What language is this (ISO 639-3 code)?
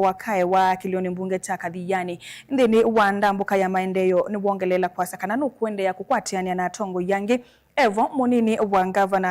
kam